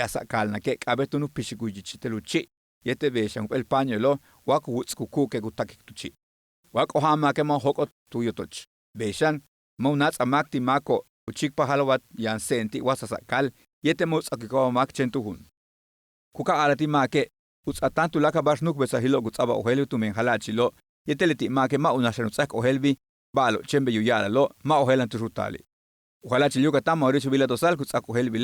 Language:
Yucateco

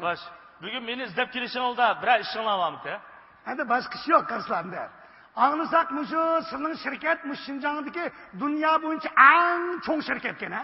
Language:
Uyghur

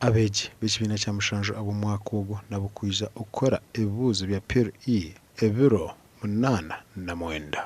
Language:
Nyankole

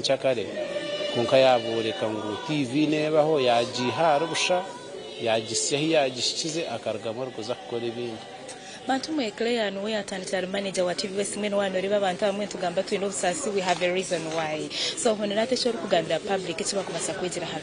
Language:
Nyankole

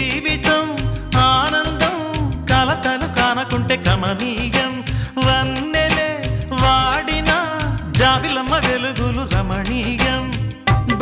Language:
Telugu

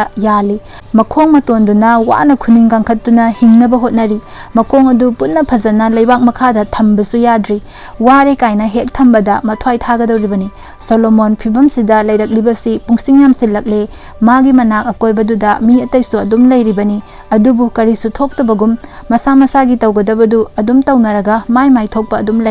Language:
Manipuri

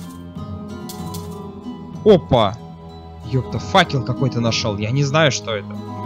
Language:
Russian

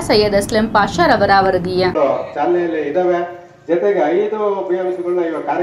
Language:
Kannada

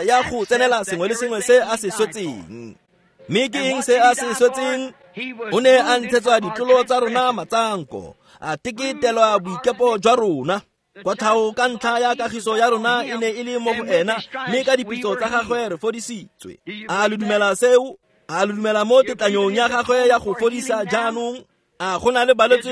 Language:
Tswana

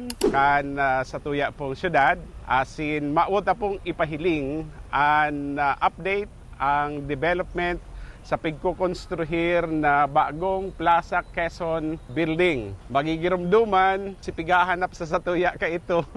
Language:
Bikol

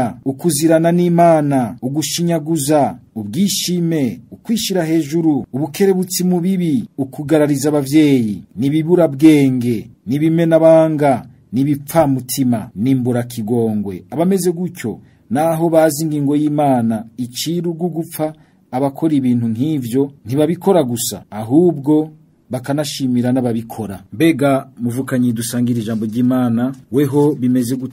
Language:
Rundi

